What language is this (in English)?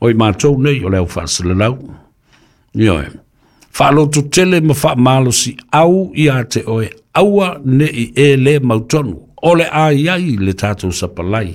Samoan